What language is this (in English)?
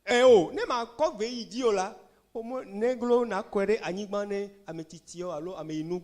Ewe